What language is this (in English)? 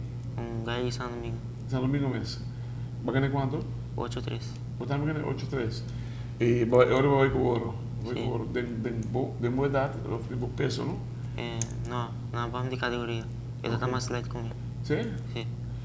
Papiamento